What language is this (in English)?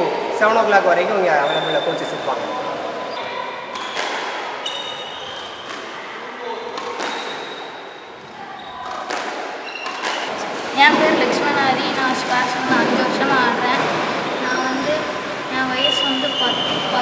Tamil